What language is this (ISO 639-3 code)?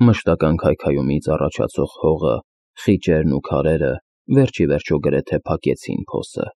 hye